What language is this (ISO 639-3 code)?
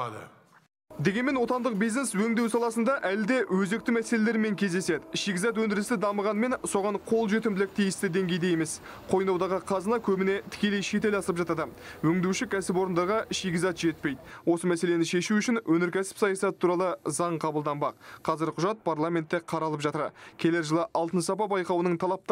kaz